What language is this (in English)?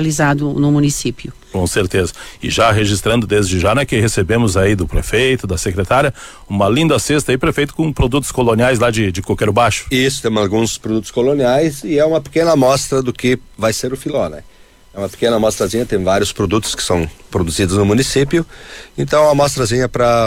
Portuguese